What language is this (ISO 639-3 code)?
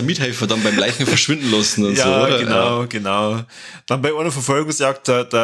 bar